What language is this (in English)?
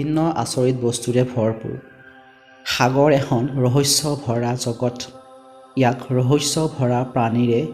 Assamese